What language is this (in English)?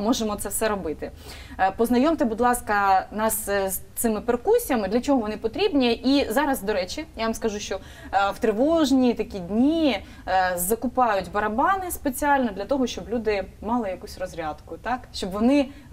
Ukrainian